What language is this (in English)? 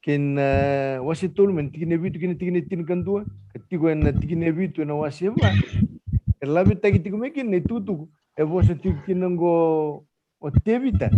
Fijian